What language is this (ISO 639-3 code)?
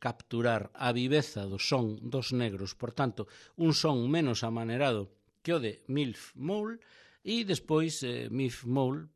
glg